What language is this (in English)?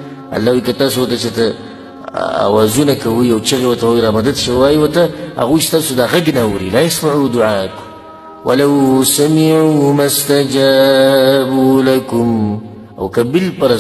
Pashto